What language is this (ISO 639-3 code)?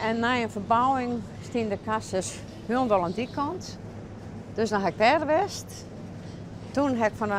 fry